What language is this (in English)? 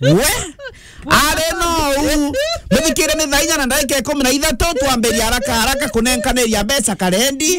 Meru